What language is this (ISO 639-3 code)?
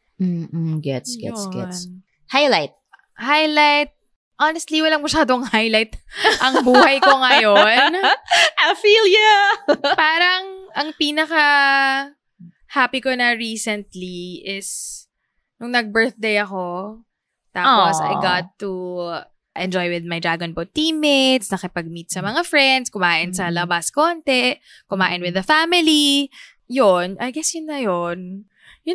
fil